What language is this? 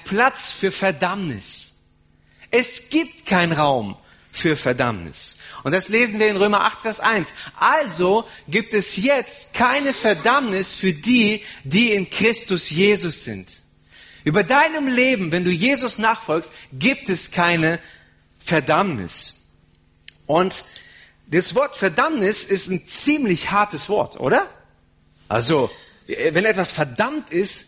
German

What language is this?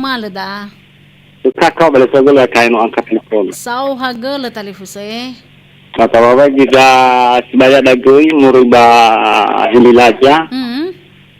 Nias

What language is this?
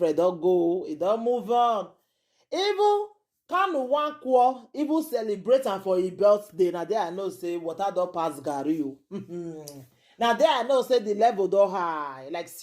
Nigerian Pidgin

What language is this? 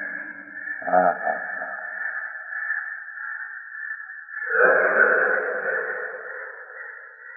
Gujarati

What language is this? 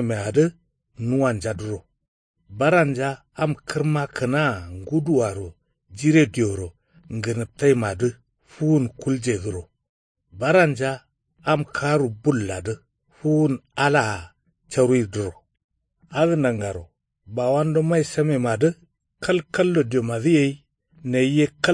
Kanuri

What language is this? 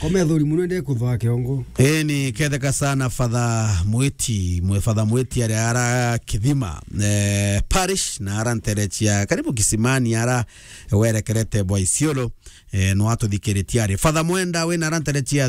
Meru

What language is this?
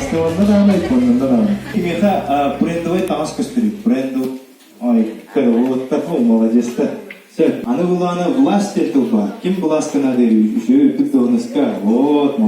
Yakut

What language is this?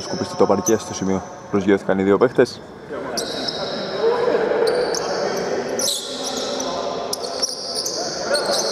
Greek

